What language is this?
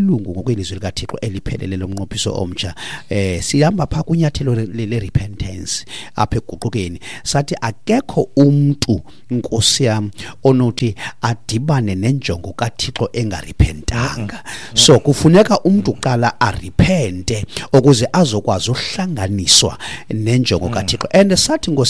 Xhosa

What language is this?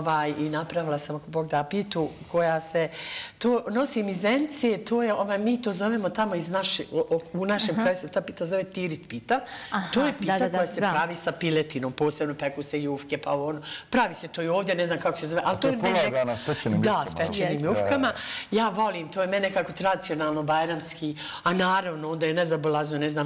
Bosnian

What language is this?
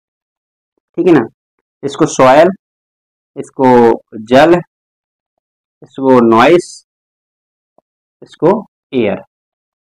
Hindi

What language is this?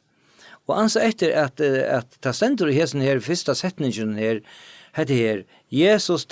Faroese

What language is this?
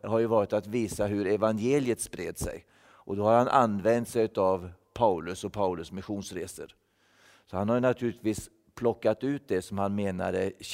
Swedish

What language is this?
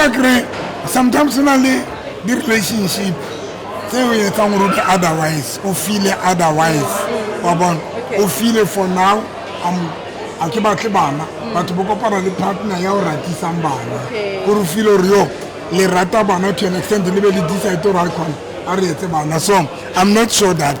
Southern Sotho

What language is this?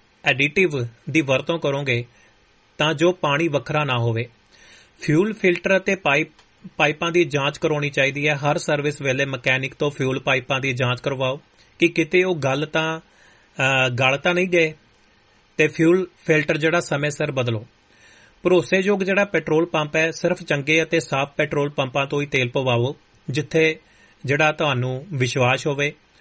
Punjabi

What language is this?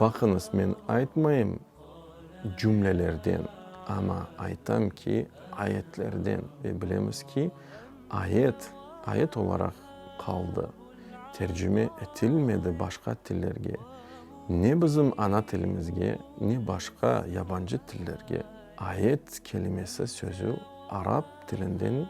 Crimean Tatar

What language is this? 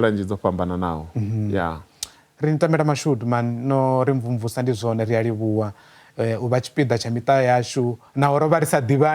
Venda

